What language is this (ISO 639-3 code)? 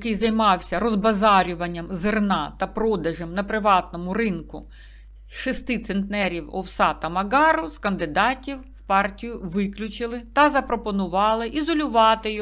ukr